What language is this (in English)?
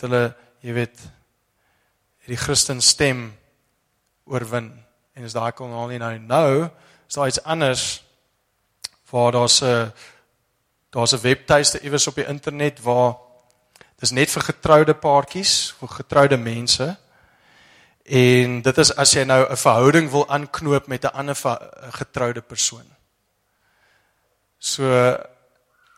Afrikaans